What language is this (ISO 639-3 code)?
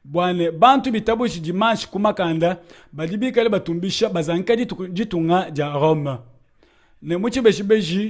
lua